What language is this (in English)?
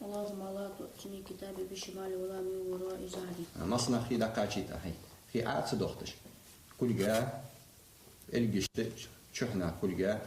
Ingush